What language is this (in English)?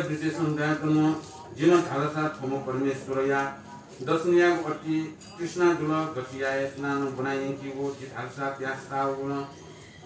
Newari